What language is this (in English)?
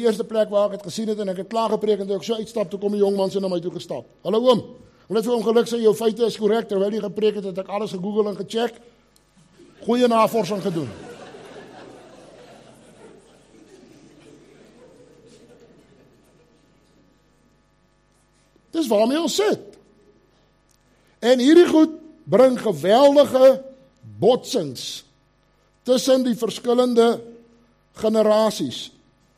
Afrikaans